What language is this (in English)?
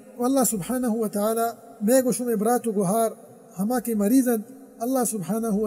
Baluchi